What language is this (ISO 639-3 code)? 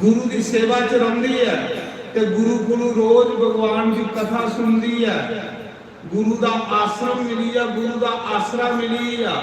doi